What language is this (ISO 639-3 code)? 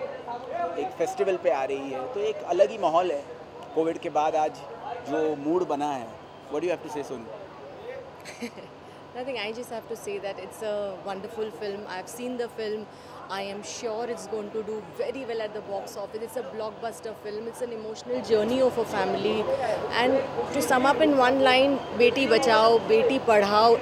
hin